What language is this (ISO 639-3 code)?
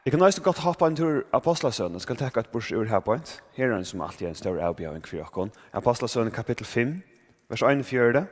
fao